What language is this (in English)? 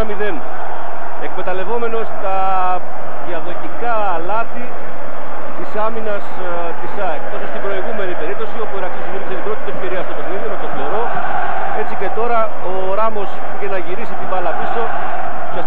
Greek